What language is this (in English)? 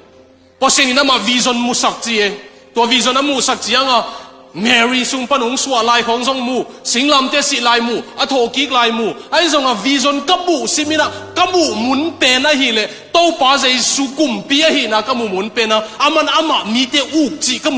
Tedim Chin